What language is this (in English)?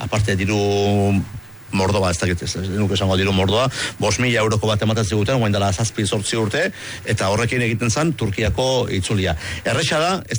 Basque